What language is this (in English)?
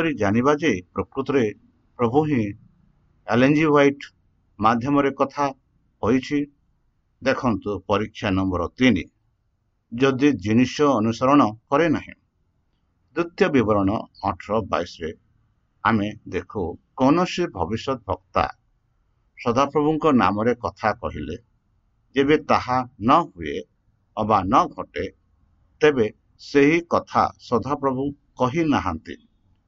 Odia